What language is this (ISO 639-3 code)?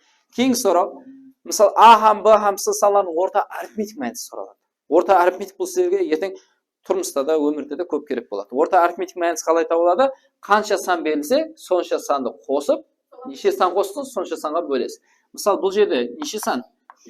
kaa